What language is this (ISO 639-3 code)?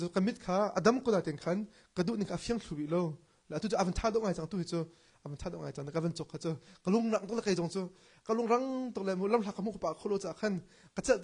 cnh